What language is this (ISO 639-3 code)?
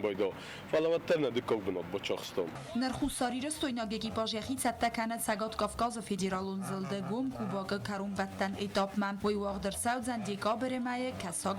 oss